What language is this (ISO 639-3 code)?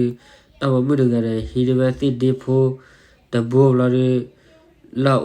ksw